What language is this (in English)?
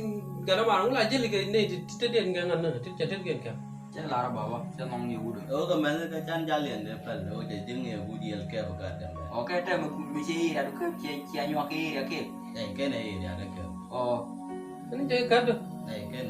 Nuer